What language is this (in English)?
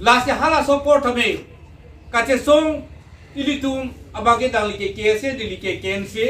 Karbi